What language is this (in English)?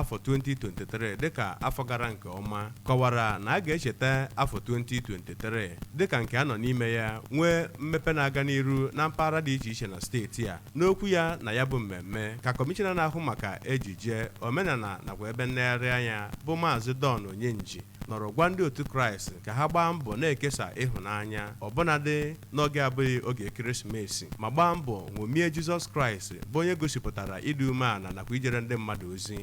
Igbo